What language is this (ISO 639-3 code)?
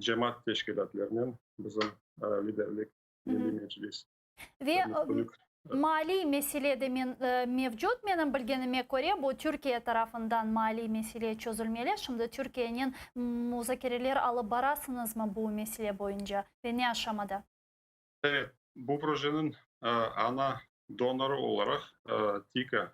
crh